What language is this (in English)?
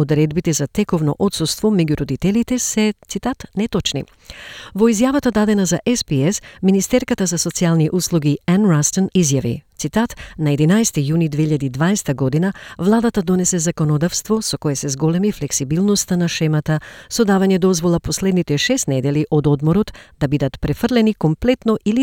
Macedonian